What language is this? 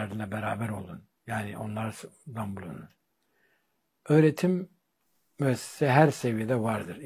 Turkish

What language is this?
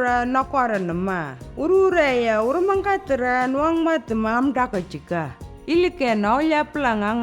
Anindilyakwa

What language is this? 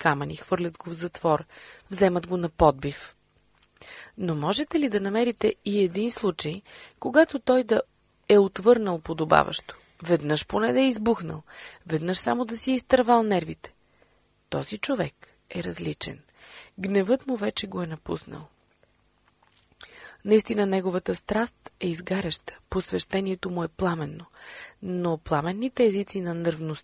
Bulgarian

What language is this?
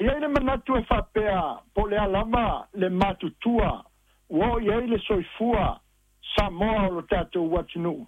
Samoan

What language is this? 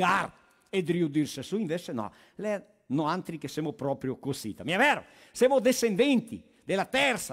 Venetian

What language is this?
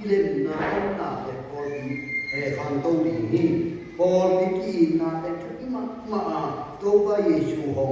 Tedim Chin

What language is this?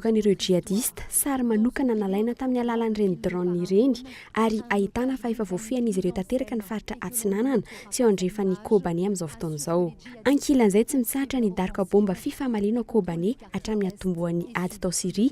Malagasy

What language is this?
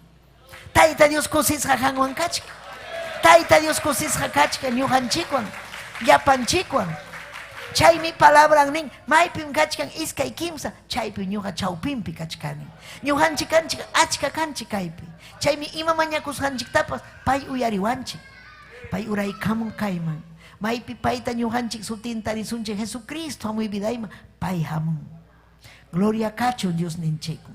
Ayacucho Quechua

